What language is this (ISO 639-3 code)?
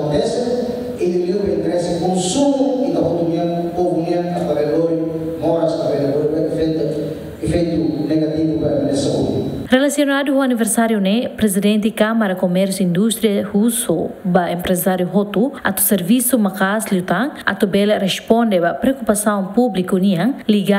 tet